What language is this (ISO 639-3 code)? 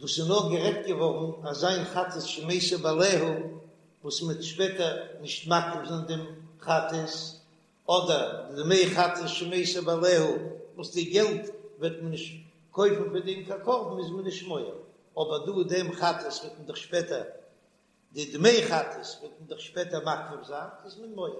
yid